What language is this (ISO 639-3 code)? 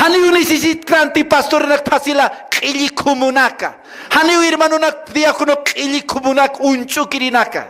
aym